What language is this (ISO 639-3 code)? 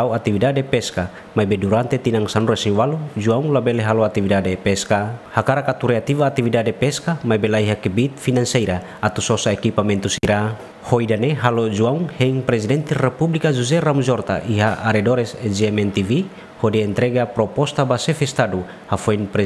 tet